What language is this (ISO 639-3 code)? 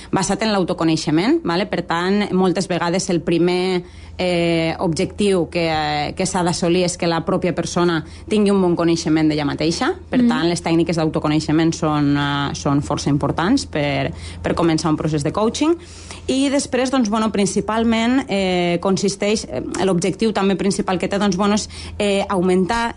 cat